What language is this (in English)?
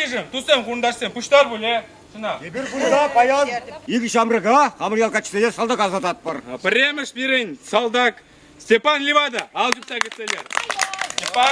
Chuvash